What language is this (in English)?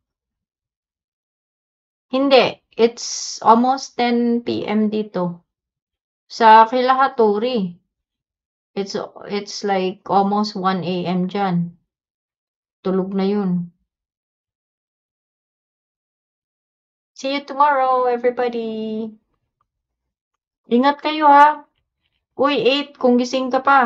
Filipino